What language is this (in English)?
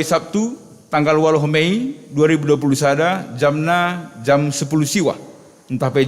Batak Karo